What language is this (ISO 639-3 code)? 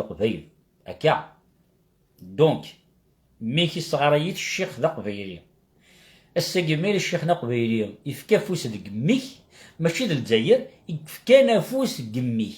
kab